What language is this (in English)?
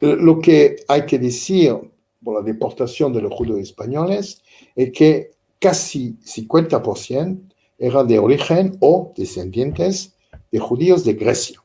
Ladino